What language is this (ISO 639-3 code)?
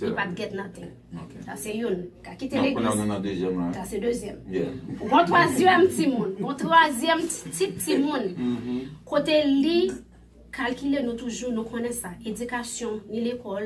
hat